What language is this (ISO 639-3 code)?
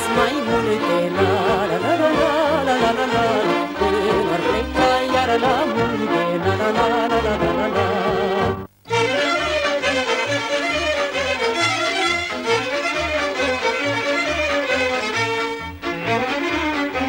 ron